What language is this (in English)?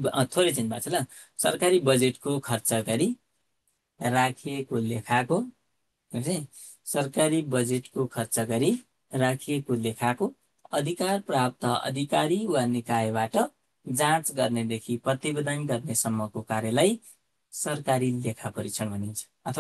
Nepali